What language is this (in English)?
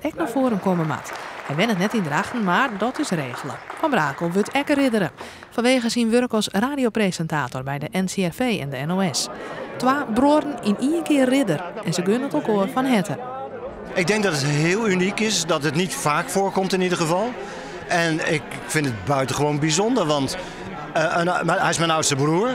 Western Frisian